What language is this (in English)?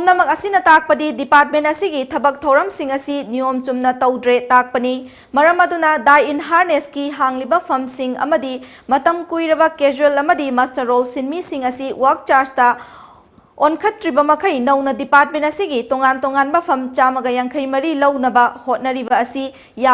Manipuri